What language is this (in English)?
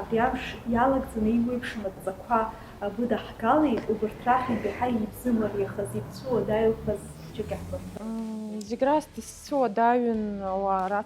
Abkhazian